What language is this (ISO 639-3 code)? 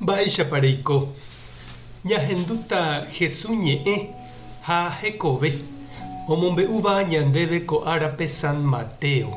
grn